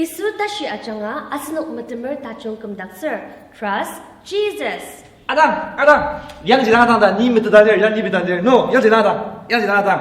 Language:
Ao Naga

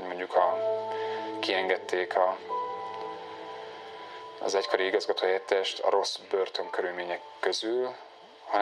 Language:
Hungarian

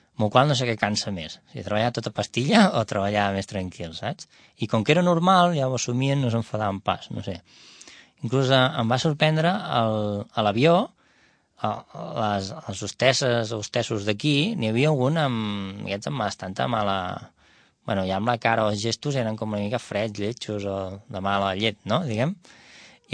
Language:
Catalan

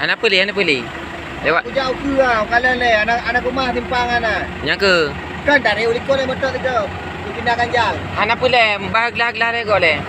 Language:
Achinese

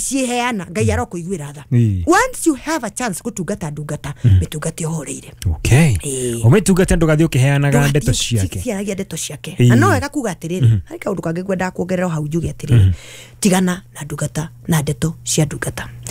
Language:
Kikuyu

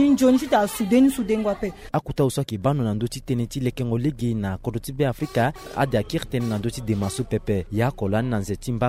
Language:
Sango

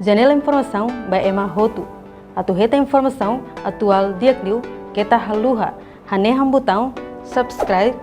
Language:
Tetum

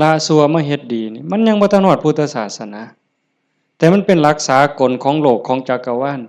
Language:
Lao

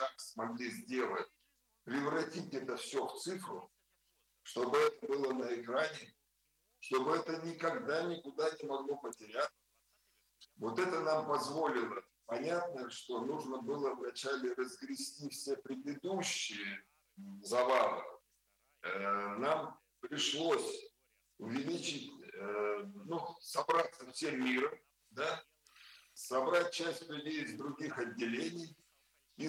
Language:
Russian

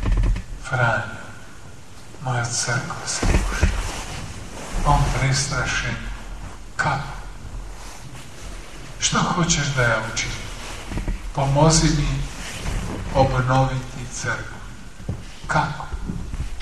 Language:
Croatian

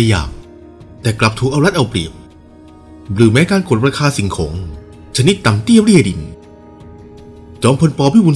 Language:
Thai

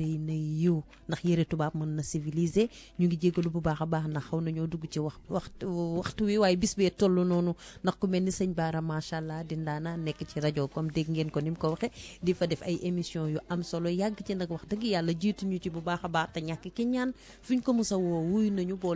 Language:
Wolof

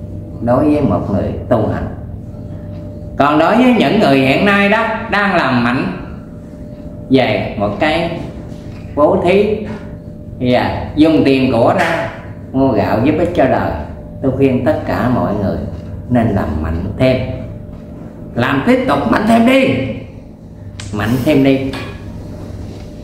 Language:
Vietnamese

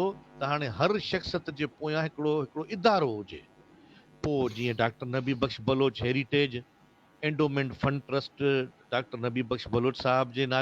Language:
Sindhi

